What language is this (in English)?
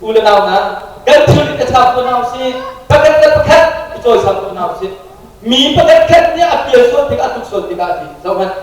Hakha Chin